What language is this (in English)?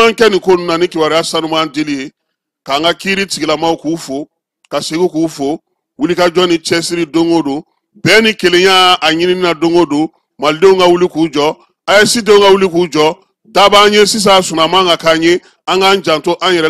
Bambara